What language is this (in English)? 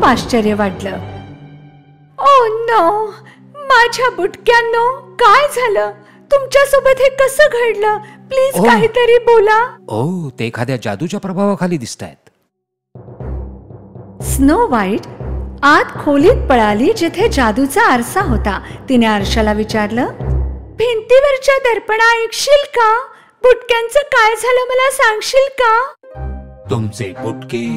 Marathi